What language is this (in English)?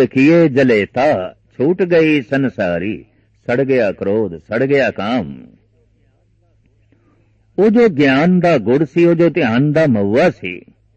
Punjabi